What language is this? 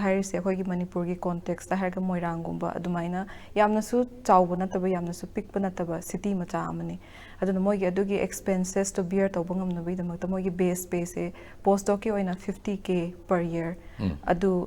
Manipuri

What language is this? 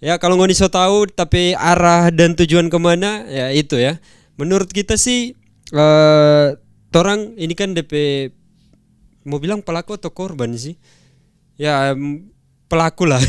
Manado Malay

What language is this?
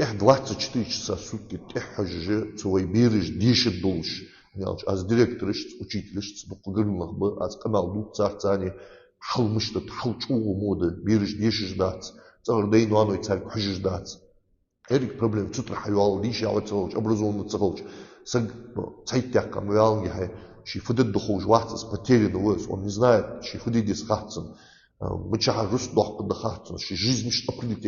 Ingush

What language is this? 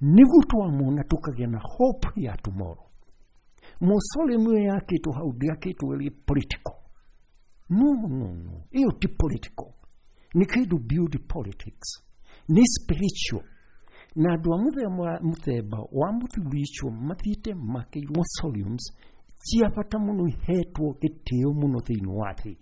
Kikuyu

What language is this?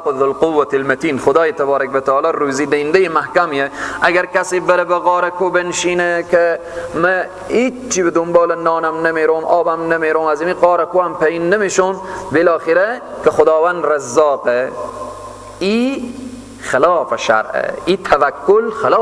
Persian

